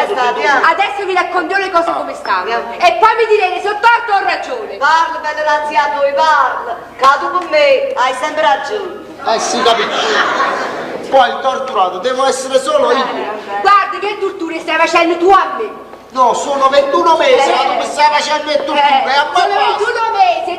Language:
Neapolitan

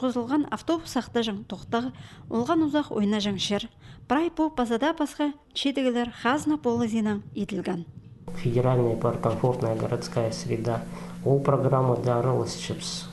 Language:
Khakas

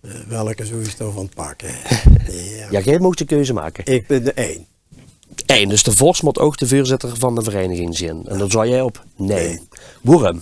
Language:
Limburgish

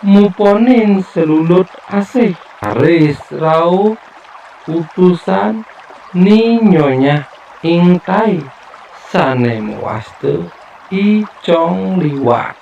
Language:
Balinese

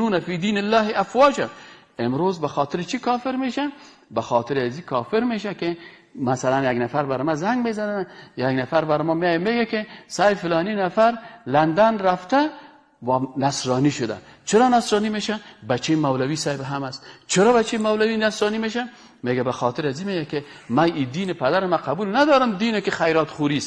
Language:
Persian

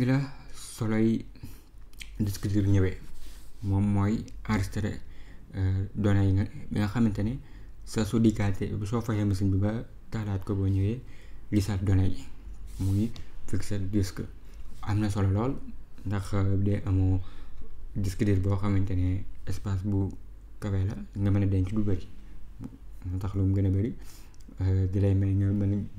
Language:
Wolof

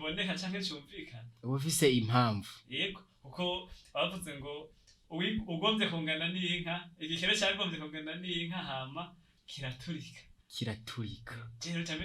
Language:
Rundi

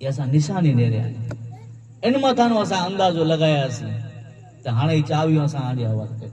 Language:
Kachhi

